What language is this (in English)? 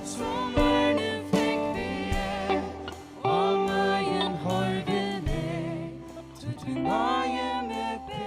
Faroese